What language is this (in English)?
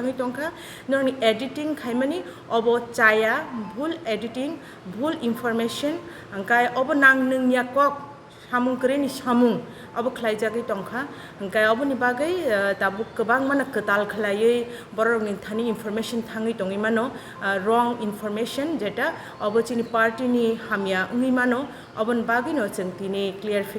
Kok Borok